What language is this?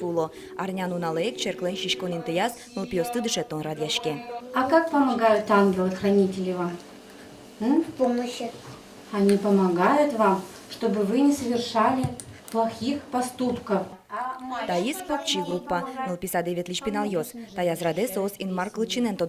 Udmurt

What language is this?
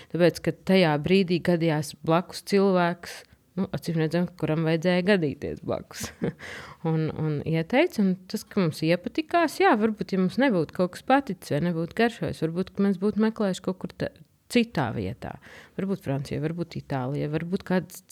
Latvian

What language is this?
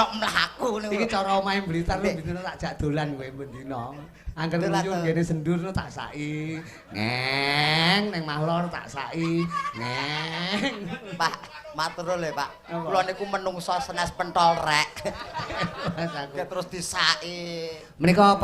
Javanese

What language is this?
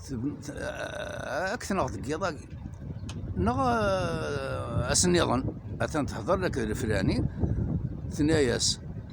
Kabyle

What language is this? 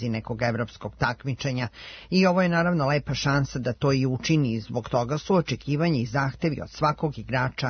Serbian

